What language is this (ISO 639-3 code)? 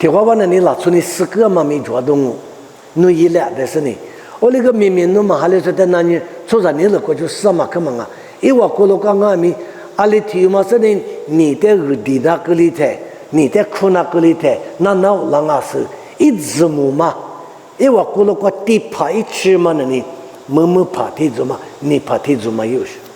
lis